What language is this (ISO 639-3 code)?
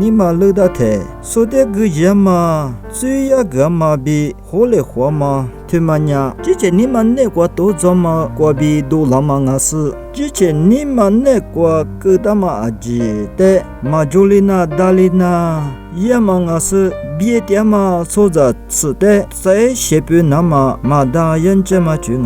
lis